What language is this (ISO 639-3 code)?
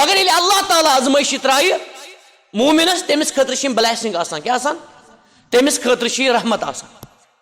kas